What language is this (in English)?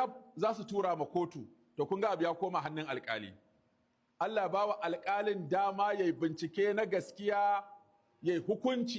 Hausa